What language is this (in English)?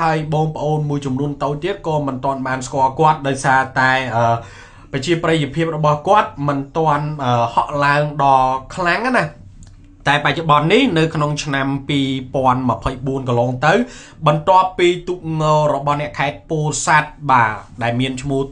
Khmer